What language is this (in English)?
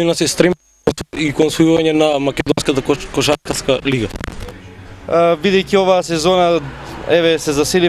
Macedonian